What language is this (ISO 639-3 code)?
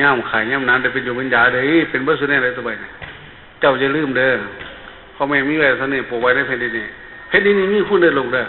tts